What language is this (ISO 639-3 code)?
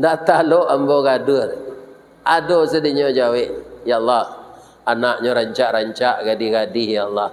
min